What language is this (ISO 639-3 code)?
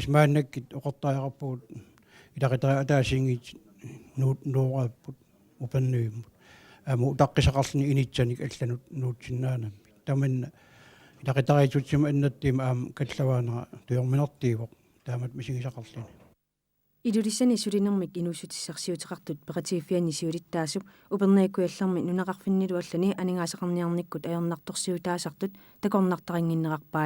kal